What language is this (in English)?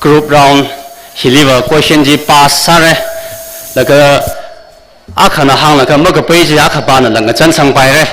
Tangkhul Naga (India)